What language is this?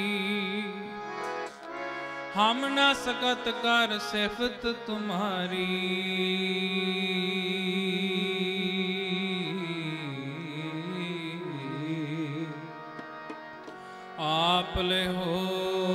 Punjabi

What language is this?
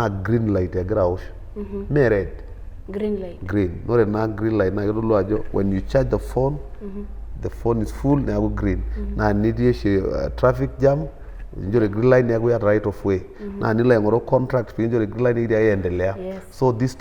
Masai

